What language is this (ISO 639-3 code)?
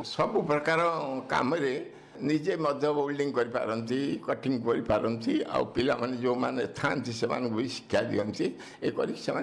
ori